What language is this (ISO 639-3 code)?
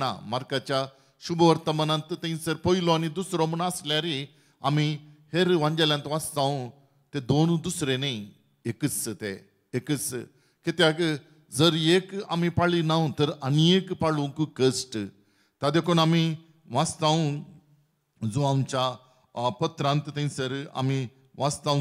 kok